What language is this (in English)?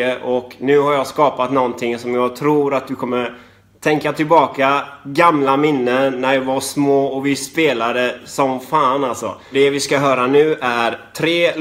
Swedish